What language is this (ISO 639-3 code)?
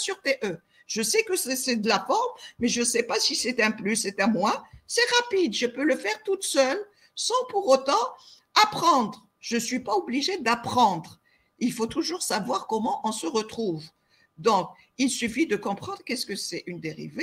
fra